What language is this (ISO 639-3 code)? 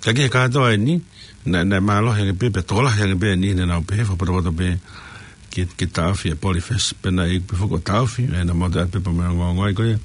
ton